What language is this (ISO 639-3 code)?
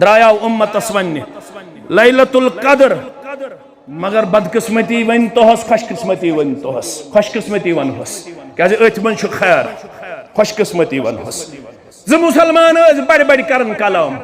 kas